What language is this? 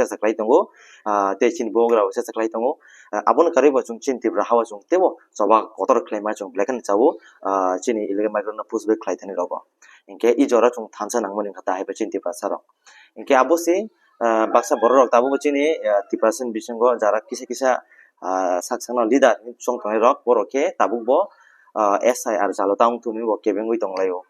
Kok Borok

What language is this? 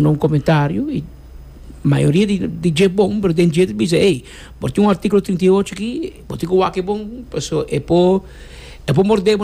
Papiamento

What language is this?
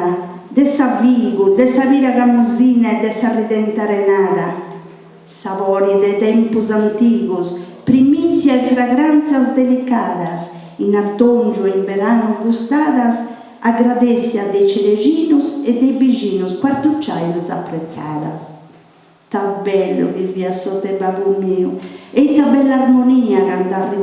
Sardinian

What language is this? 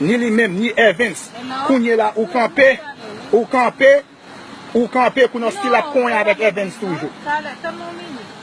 Haitian Creole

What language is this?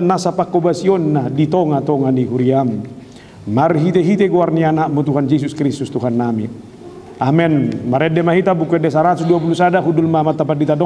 Batak Toba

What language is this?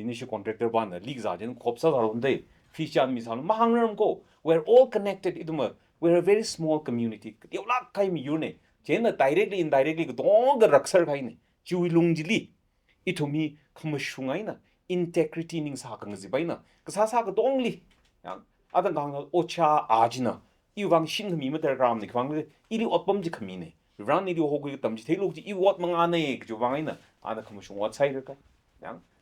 Tangkhul Naga (India)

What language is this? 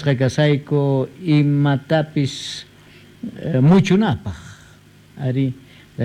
South Bolivian Quechua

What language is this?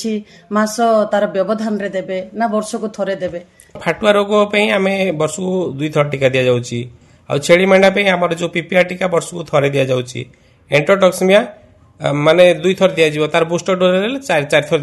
Odia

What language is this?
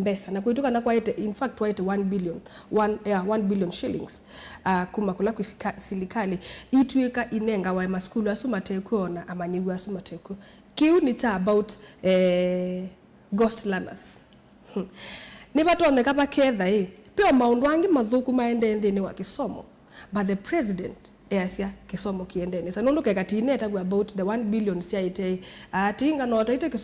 Kamba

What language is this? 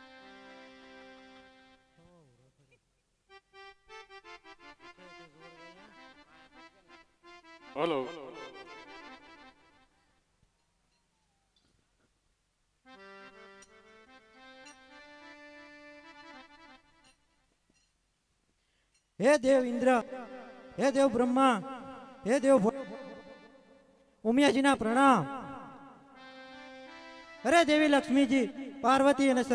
Gujarati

